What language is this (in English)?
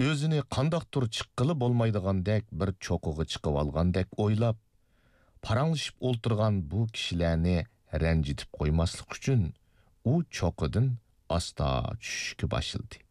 Uyghur